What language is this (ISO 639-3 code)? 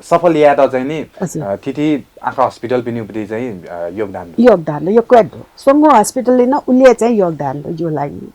new